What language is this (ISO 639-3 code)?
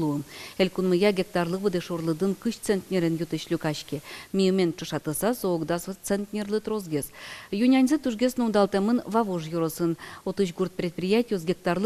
udm